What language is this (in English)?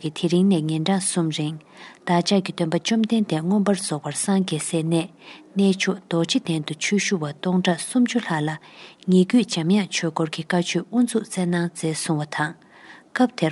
Tibetan